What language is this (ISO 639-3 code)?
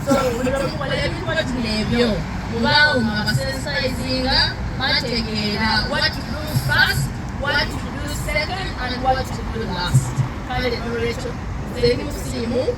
xog